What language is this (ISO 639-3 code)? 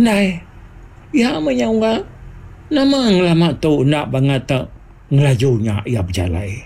iba